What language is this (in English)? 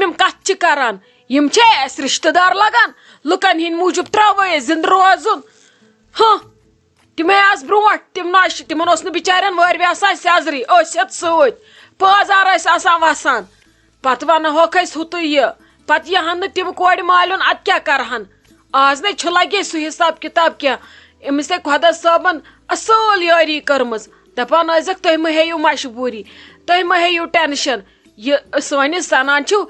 Kashmiri